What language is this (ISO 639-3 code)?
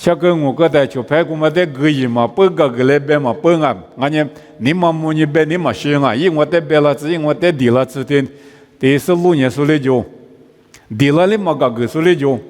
lis